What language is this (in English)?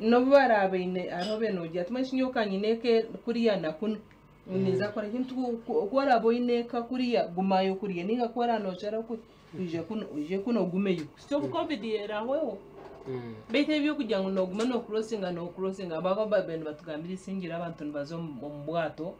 Nyankole